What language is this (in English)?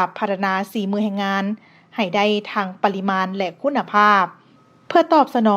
Lao